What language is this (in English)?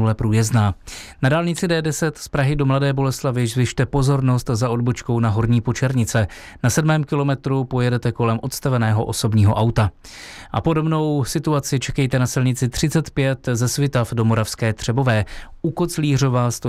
Czech